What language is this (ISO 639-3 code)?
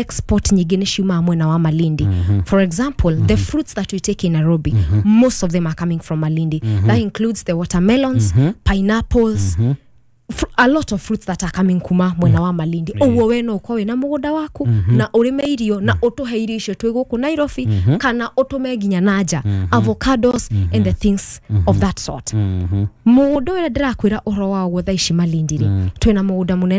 kik